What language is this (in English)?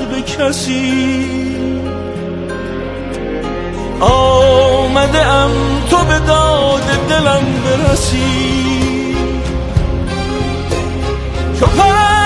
Persian